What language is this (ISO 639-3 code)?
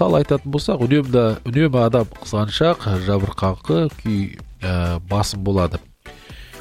kaz